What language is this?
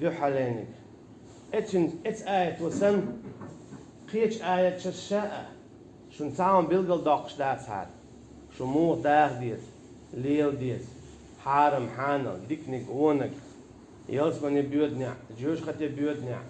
Chechen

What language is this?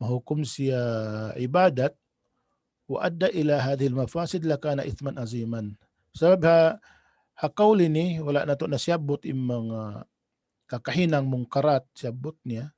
Tausug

